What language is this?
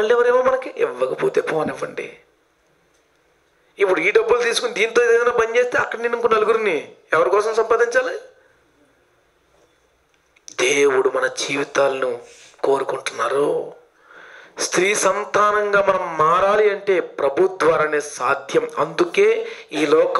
Telugu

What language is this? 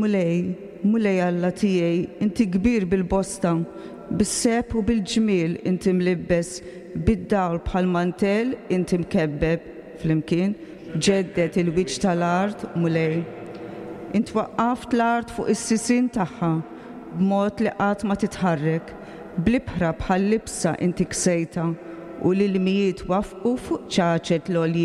Maltese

